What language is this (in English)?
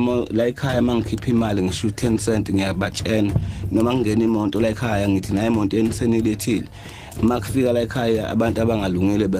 Zulu